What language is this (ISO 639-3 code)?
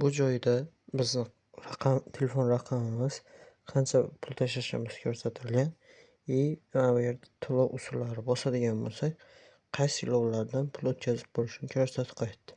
uzb